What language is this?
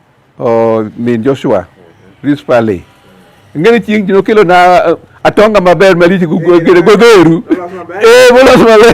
Luo (Kenya and Tanzania)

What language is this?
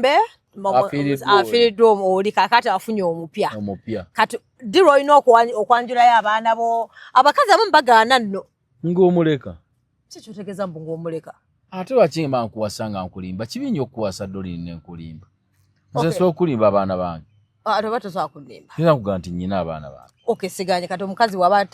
Ganda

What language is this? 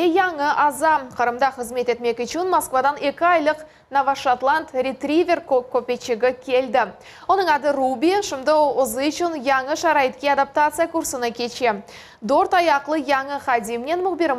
Crimean Tatar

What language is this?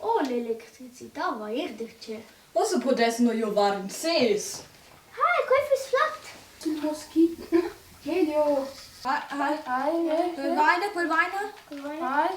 Romansh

